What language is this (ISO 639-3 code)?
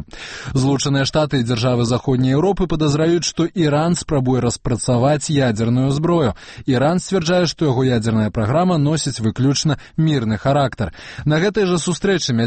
bel